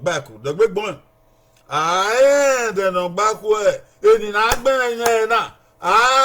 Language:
Bini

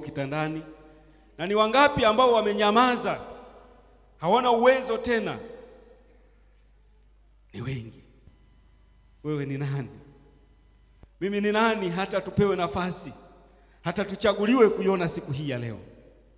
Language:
Swahili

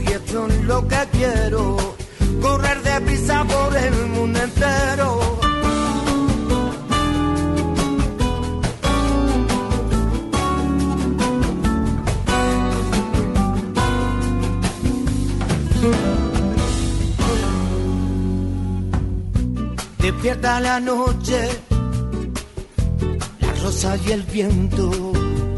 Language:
Spanish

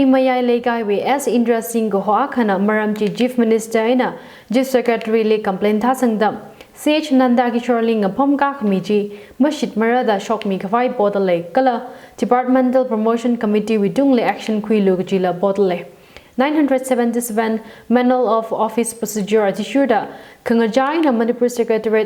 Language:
Tangkhul Naga (India)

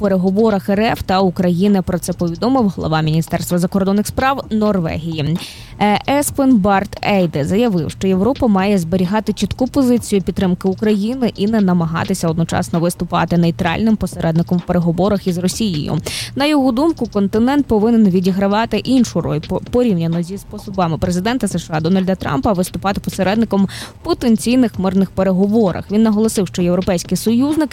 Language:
Ukrainian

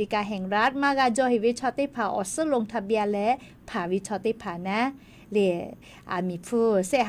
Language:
Lahu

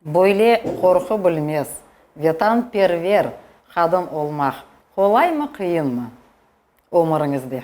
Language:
Crimean Tatar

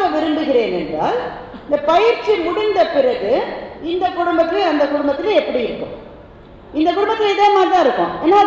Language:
Tamil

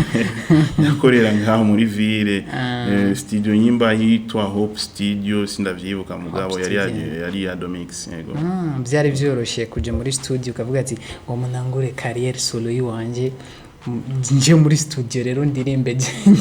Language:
Rundi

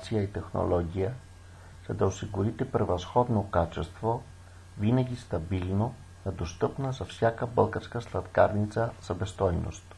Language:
Bulgarian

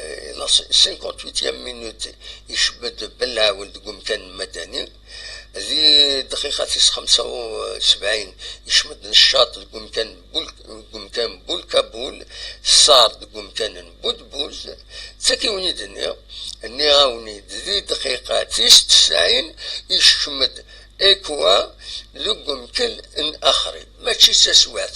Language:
Kabyle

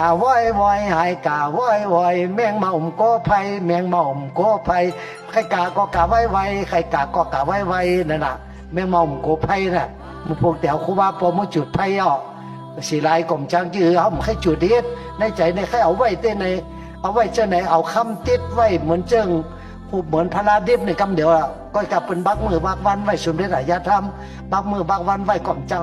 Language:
Shan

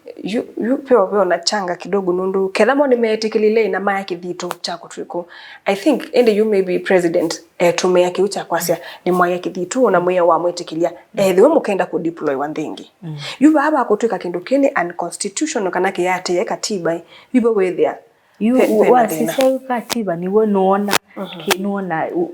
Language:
Kamba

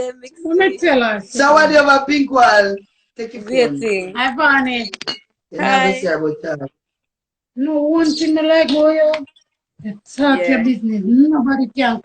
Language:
Jamaican Creole English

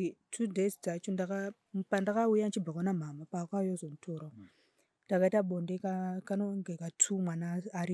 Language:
Shona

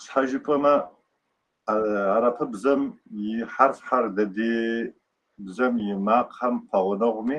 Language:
Kabardian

